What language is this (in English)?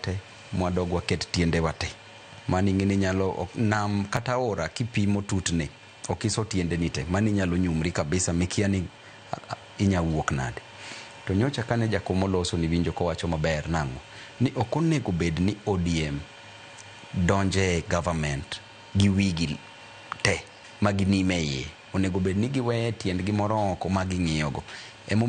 Luo (Kenya and Tanzania)